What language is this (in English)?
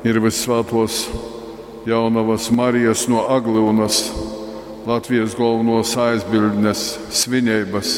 Latgalian